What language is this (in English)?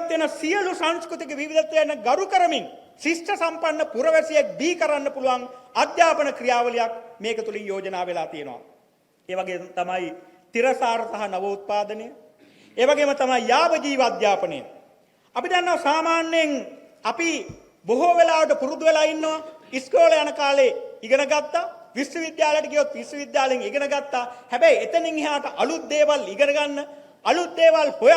Sinhala